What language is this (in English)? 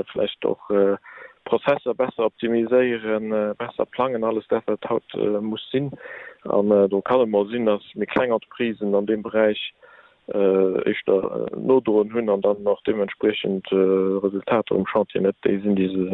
Luxembourgish